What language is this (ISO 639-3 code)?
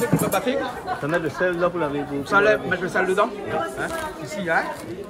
rcf